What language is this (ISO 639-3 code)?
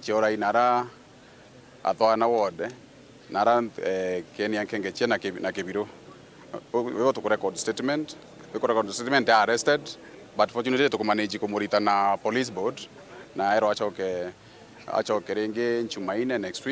mer